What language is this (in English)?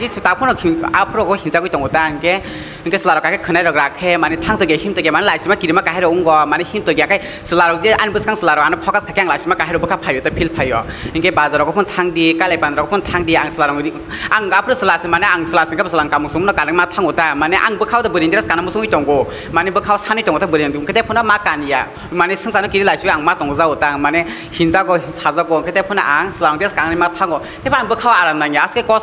Kok Borok